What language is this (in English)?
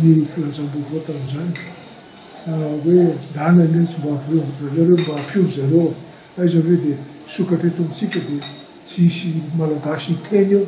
Malagasy